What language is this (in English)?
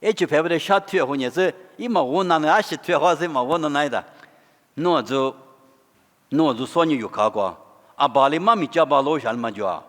Lisu